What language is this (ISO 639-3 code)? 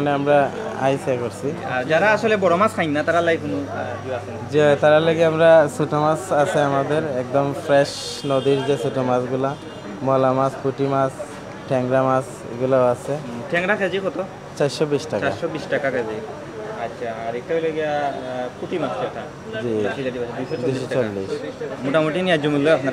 syl